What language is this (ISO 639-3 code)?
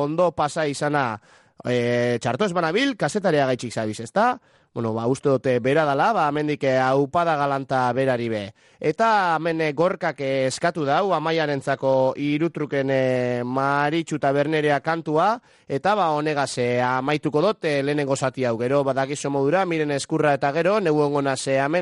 eus